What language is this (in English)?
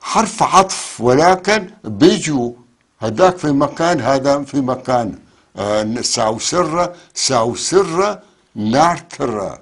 North Levantine Arabic